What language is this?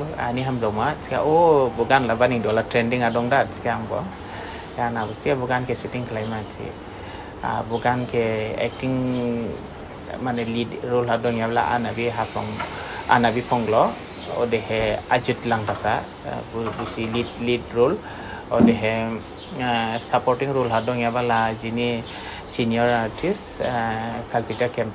Dimasa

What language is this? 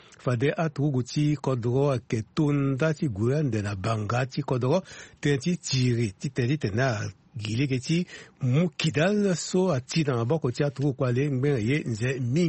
Sango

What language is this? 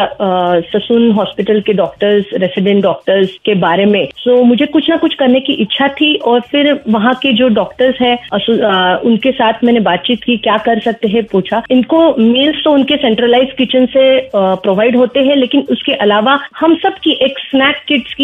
Hindi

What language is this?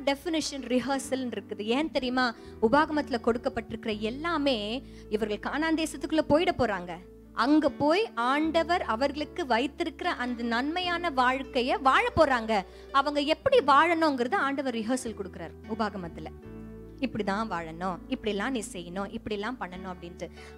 Tamil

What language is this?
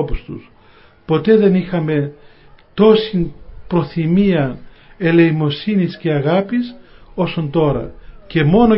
Greek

